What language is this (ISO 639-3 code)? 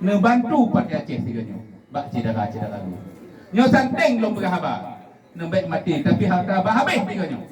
ace